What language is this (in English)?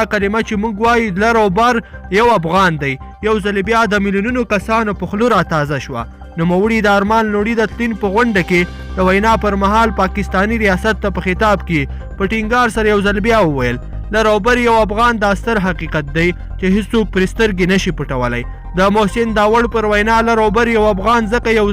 Pashto